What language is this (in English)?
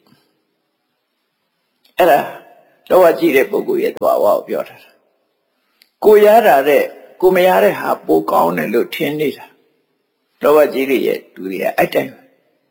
Burmese